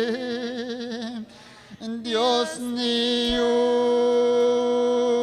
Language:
Ayacucho Quechua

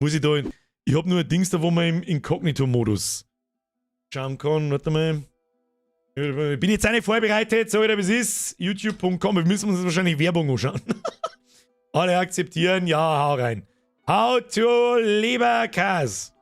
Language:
Bavarian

